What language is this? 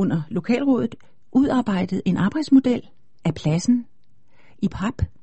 Danish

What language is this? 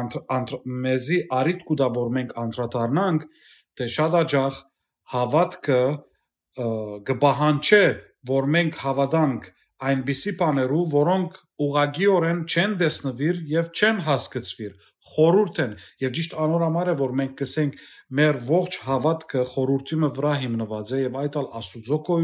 Western Armenian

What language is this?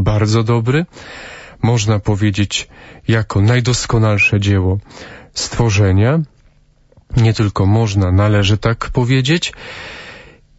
Polish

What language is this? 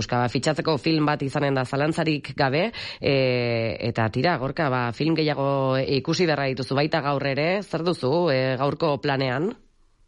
Basque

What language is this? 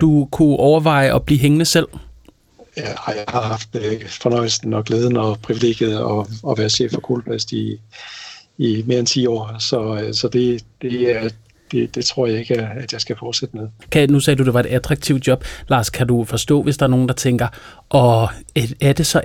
Danish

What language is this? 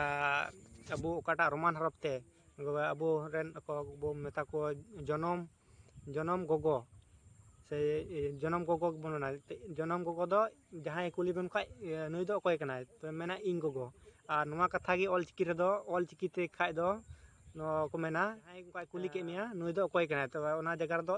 Santali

